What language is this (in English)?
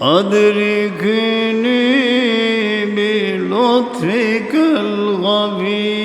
Sylheti